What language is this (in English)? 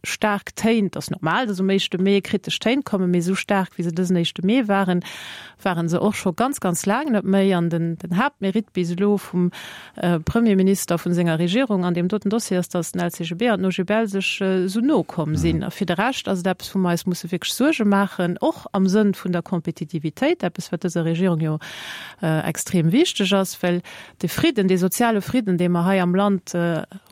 Luxembourgish